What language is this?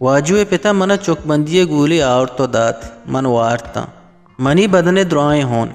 Eastern Balochi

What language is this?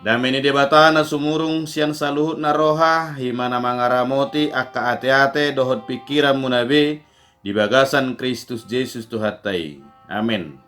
Batak Toba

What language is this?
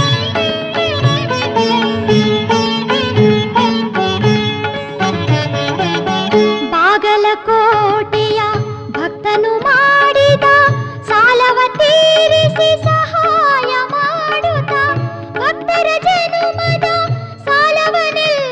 Kannada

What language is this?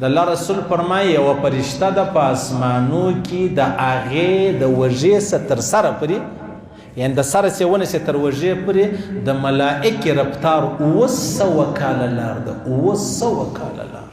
Pashto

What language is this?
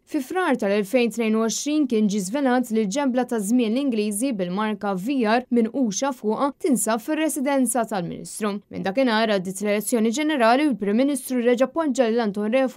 Maltese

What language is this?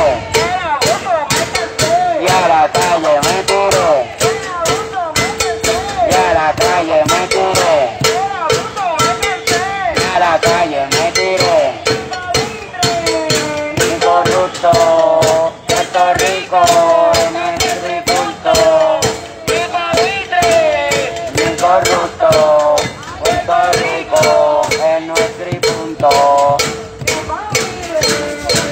Spanish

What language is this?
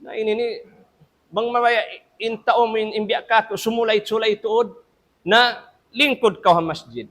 Tausug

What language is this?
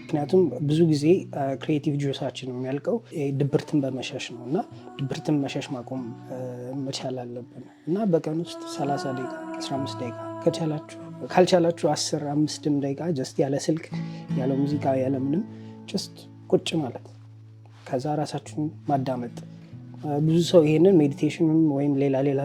Amharic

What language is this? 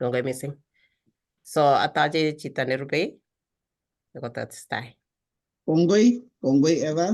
Kalenjin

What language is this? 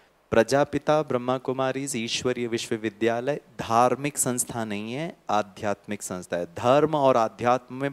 Hindi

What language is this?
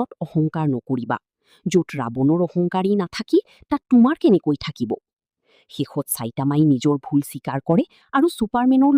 Assamese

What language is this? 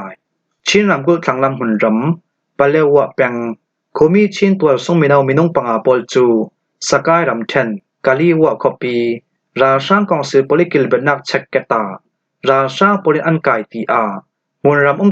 Falam Chin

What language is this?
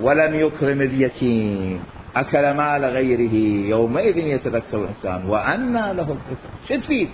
Mesopotamian Arabic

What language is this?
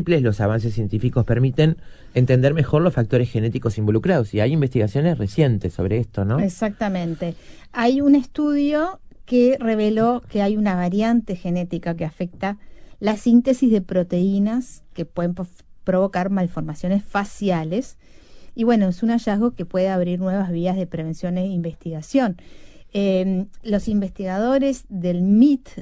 Spanish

